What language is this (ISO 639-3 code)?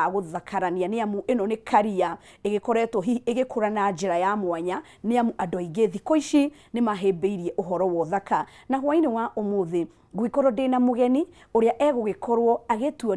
kik